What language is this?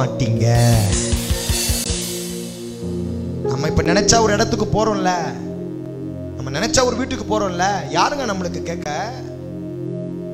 Tamil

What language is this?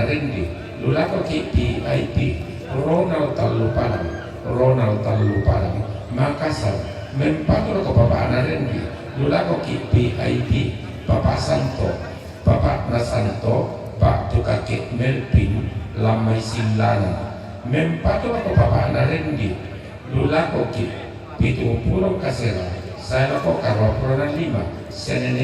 Toraja-Sa'dan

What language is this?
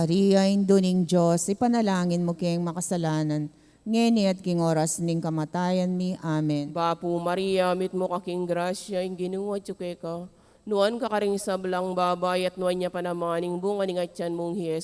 Pampanga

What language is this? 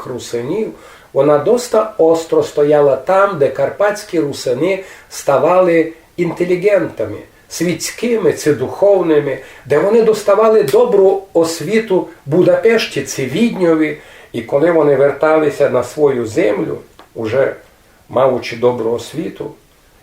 Rusyn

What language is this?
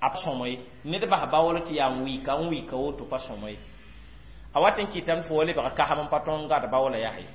Mossi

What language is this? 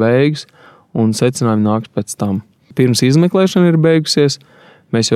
Latvian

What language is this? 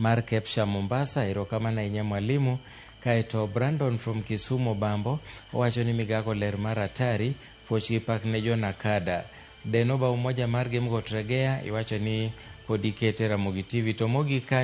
Luo (Kenya and Tanzania)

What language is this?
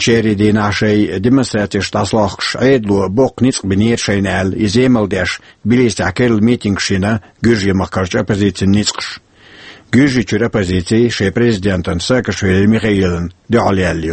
Chechen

